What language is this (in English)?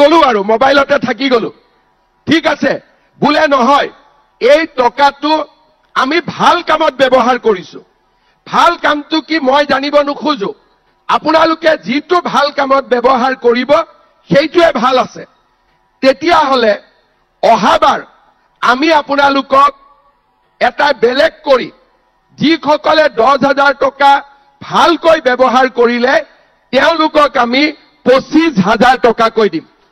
Assamese